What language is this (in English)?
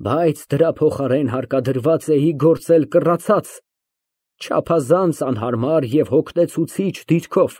Armenian